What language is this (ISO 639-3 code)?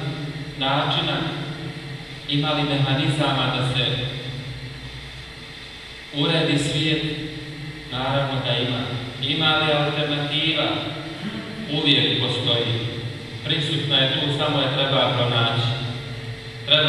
bos